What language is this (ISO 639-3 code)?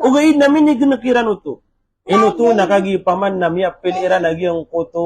mrw